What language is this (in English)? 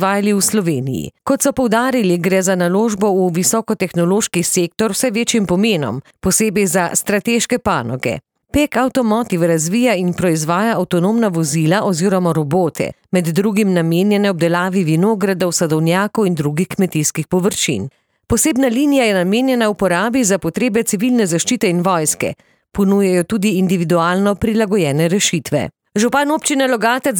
Slovenian